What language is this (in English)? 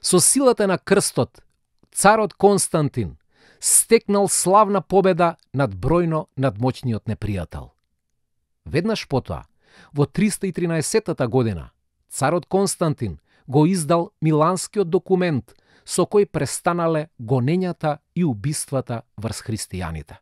Macedonian